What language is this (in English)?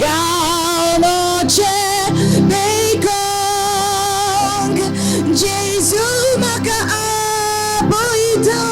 Konkani